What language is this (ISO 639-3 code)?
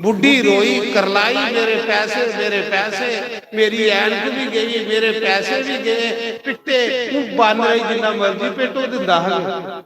doi